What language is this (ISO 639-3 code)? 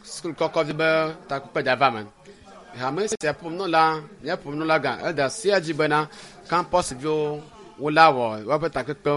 ewe